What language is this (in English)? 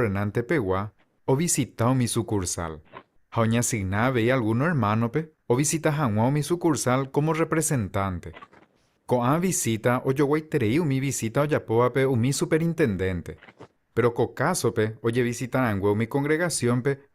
Guarani